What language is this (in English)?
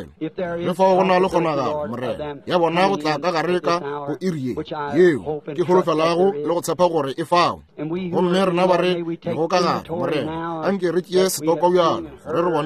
Northern Sotho